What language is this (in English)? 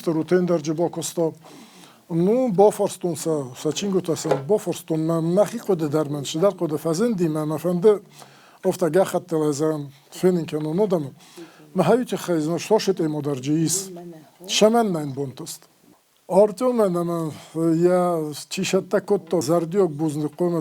Ossetic